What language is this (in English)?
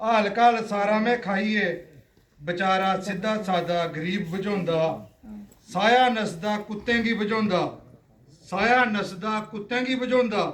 Dogri